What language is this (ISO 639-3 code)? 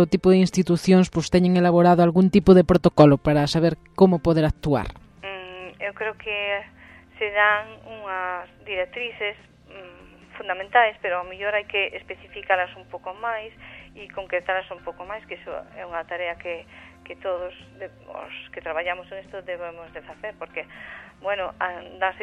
glg